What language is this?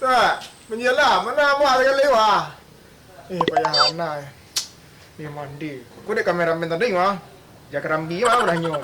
Minangkabau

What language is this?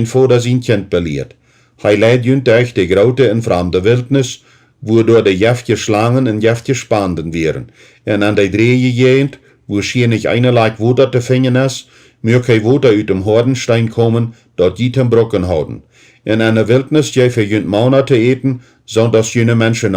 Plautdietsch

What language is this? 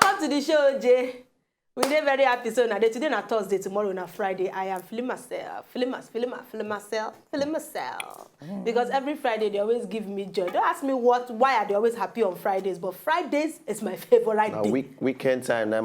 Nigerian Pidgin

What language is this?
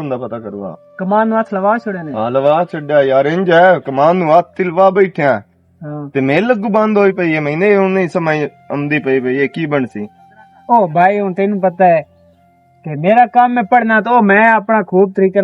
Western Panjabi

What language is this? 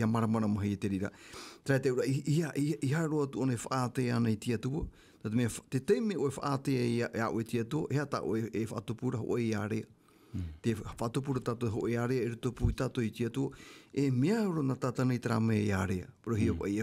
Tahitian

